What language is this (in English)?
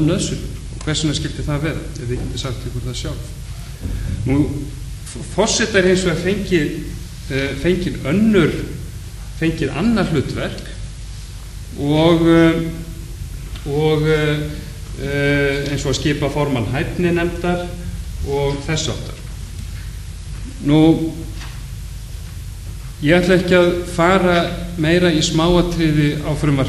Icelandic